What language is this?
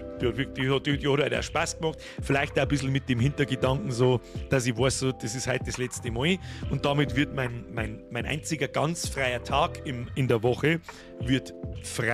Bavarian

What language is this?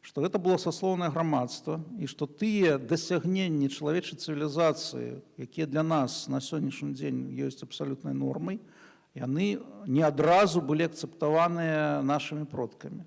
Belarusian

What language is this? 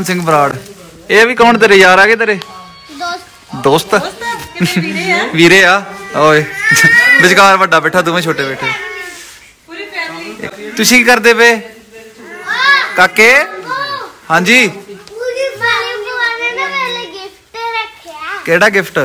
Punjabi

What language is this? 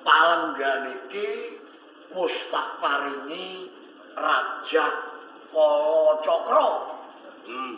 Javanese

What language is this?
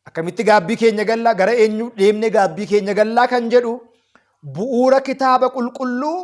Oromo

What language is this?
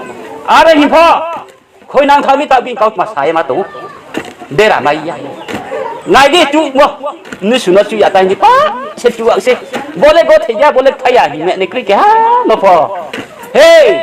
Riang (India)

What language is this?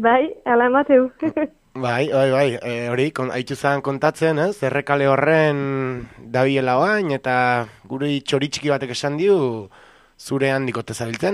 Basque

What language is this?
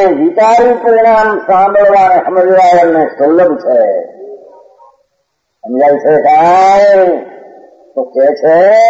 Gujarati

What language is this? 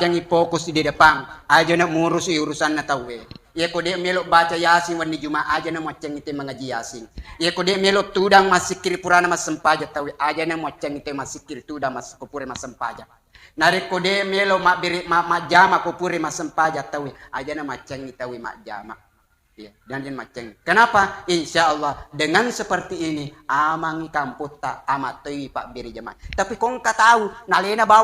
Buginese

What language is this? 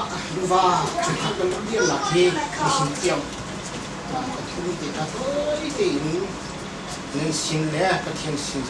Hakha Chin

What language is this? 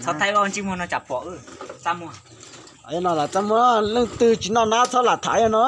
Hmong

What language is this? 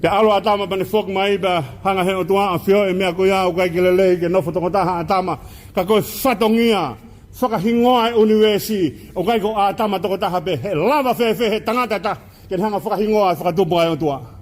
Tongan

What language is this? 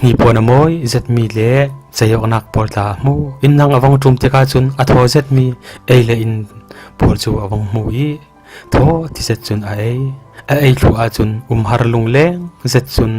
Falam Chin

